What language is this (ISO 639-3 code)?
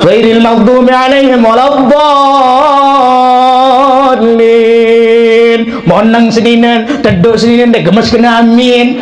sas